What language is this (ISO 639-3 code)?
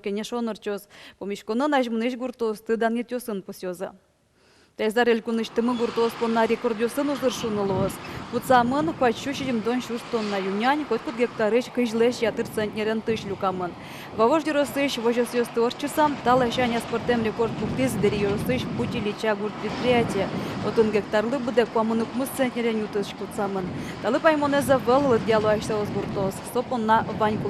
udm